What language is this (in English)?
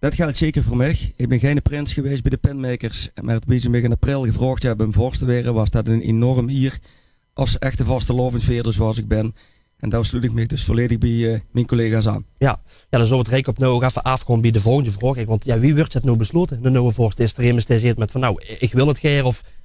Limburgish